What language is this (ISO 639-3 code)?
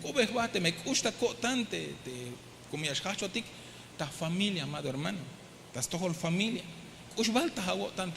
tzh